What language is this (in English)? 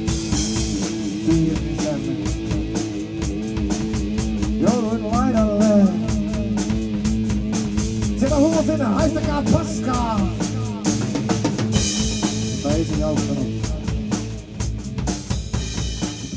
Finnish